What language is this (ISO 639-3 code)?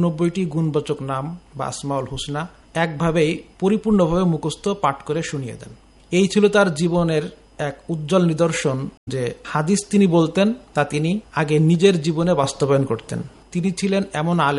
ben